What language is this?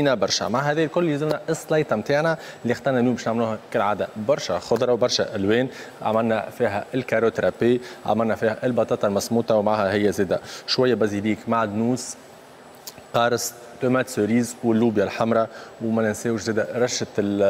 Tunisian Arabic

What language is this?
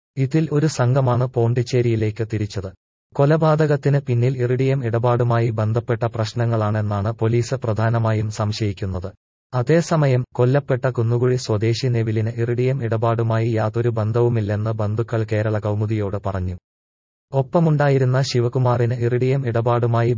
Malayalam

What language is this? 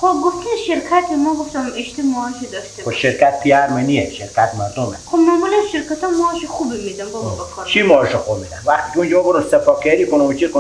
Persian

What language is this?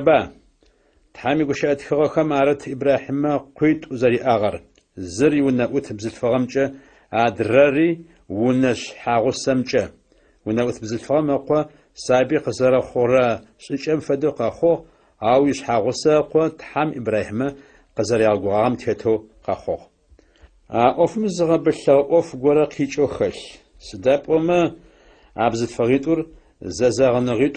Adyghe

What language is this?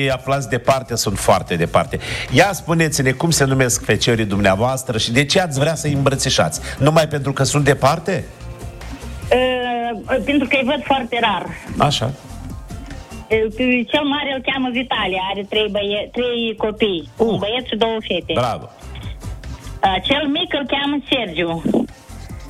Romanian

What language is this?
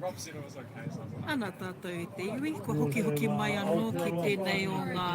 Māori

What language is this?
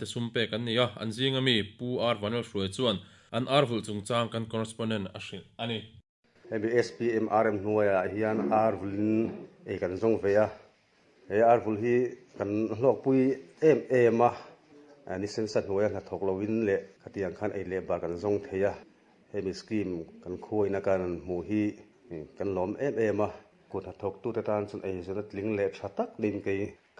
Mizo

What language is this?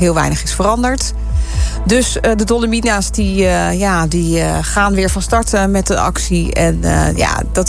Dutch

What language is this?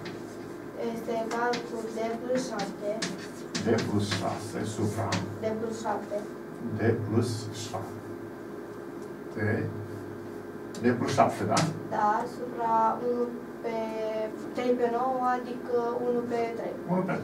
Romanian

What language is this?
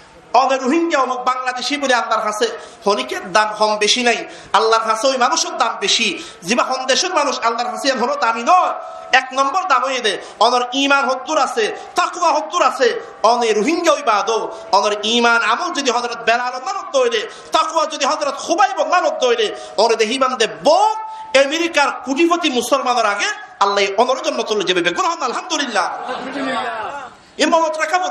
Rohingya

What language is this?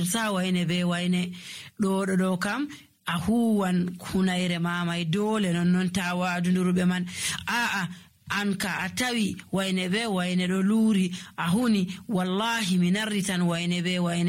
Nigerian Fulfulde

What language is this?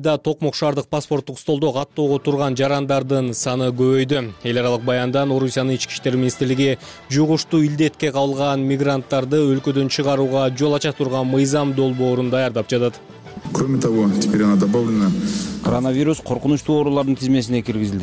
Kyrgyz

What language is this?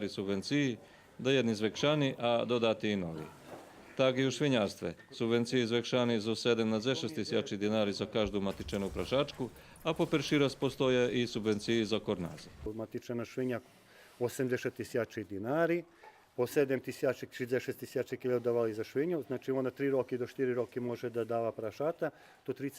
Rusyn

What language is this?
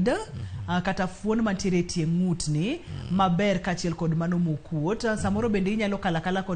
Luo (Kenya and Tanzania)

